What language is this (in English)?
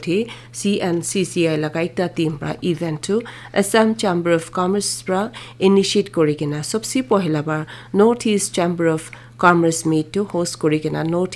Naga Pidgin